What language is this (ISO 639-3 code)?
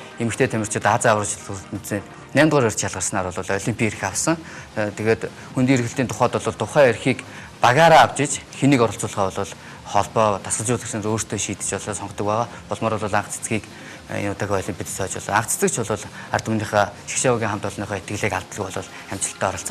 mon